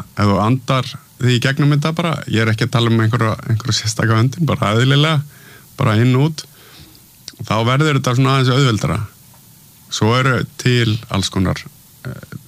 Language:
Icelandic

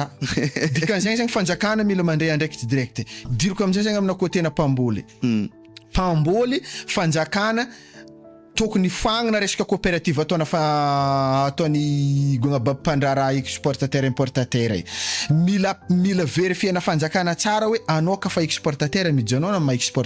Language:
Malagasy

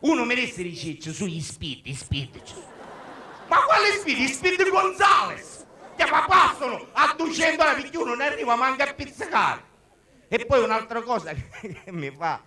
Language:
Sicilian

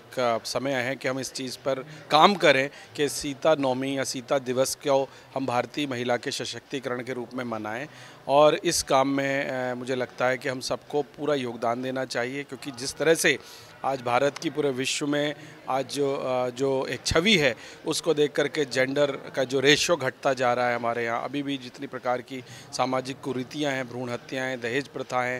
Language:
Hindi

